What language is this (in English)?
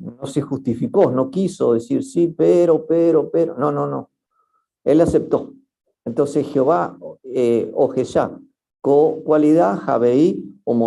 Guarani